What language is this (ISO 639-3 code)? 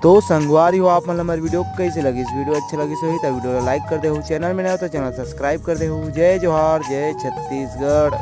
hne